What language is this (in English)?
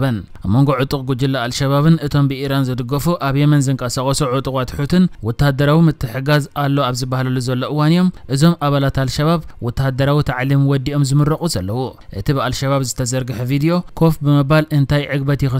Tigrinya